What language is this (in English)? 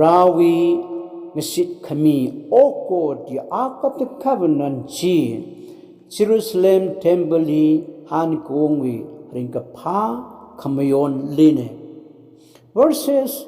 Tangkhul Naga (India)